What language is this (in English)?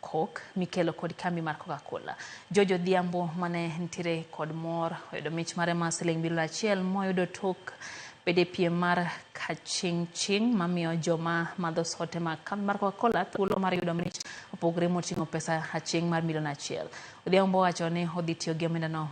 Luo (Kenya and Tanzania)